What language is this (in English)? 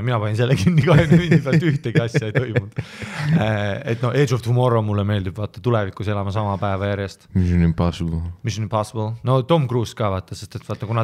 Estonian